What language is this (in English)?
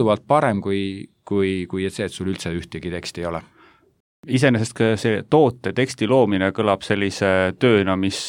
Estonian